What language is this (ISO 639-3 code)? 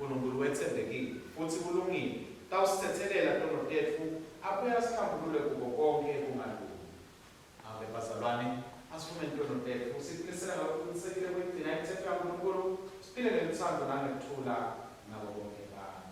ssw